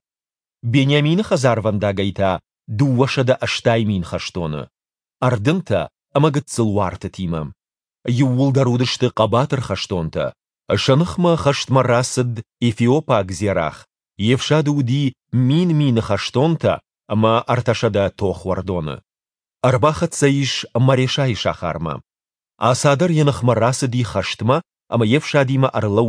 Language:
Ossetic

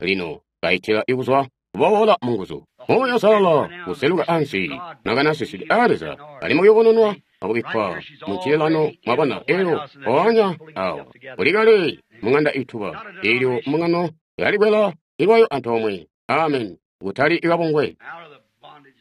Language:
Tonga (Zambia)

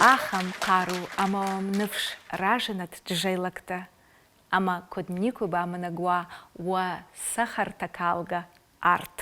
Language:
Ossetic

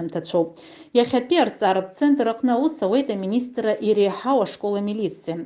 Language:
Abkhazian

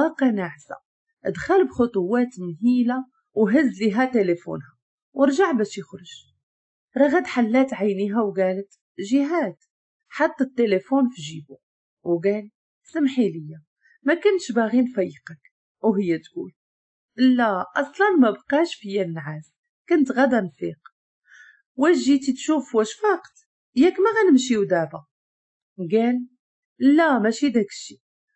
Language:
Moroccan Arabic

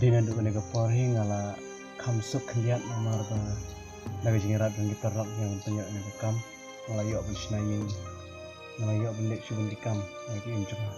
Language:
Khasi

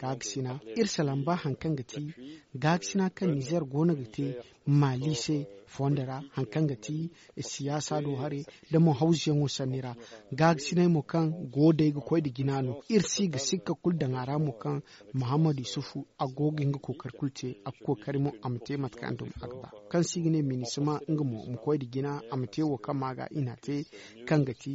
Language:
Zarma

